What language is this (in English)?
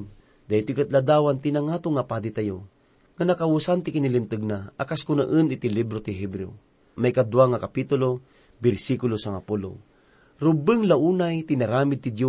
Iloko